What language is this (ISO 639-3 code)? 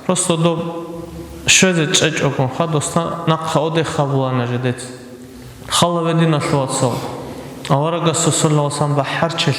ava